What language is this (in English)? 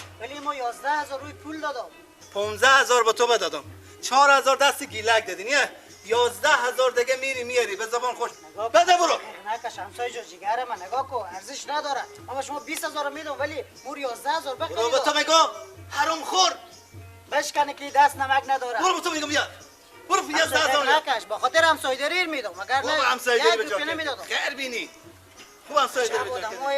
Persian